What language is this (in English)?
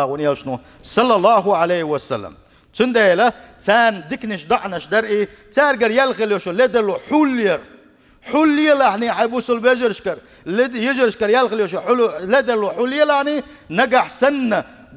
Chechen